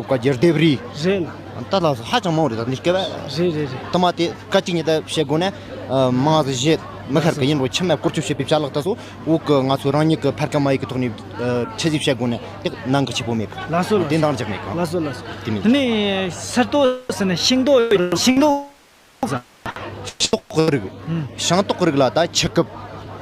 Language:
Tibetan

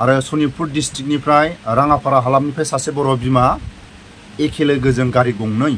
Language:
Bodo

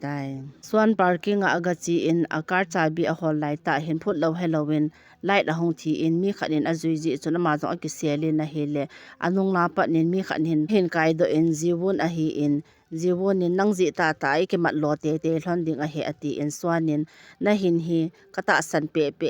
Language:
Thado Chin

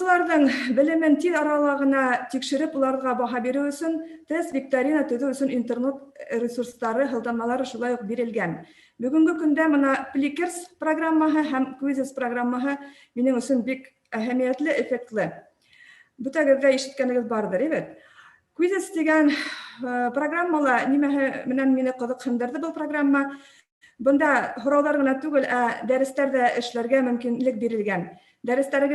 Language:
Bashkir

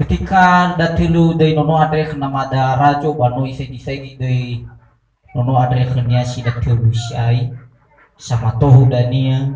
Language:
Nias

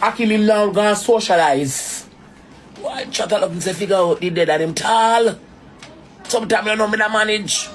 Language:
Jamaican Creole English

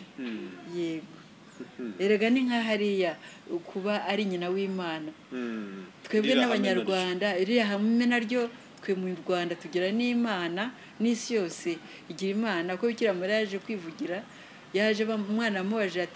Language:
Kinyarwanda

